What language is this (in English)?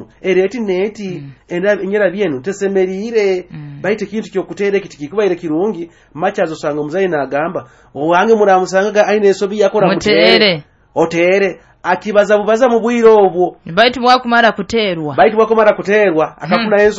Nyoro